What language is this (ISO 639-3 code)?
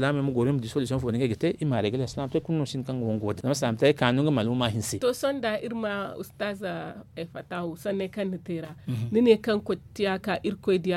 dje